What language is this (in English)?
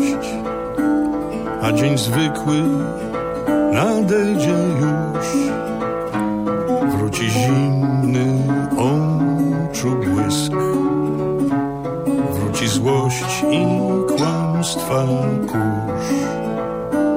Polish